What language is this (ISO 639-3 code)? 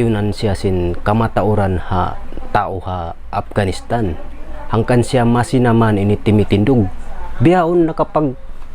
tsg